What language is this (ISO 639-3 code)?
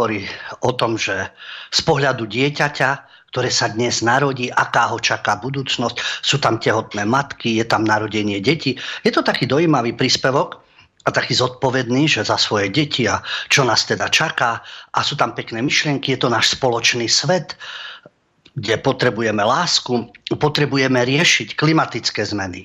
slk